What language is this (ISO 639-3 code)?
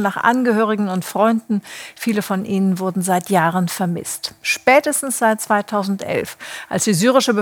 deu